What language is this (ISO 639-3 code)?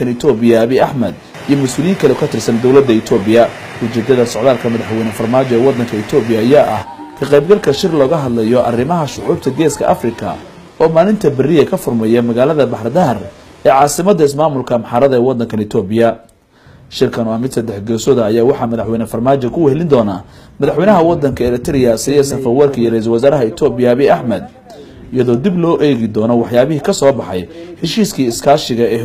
som